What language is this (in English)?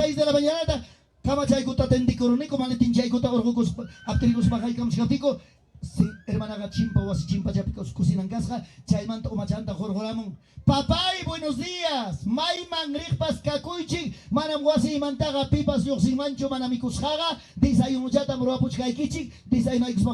Ayacucho Quechua